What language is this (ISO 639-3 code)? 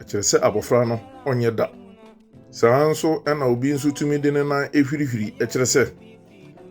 aka